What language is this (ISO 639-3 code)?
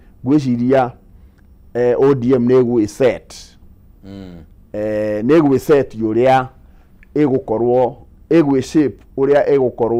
kik